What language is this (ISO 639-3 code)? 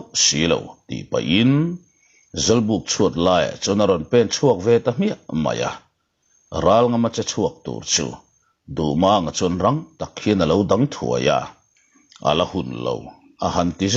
lus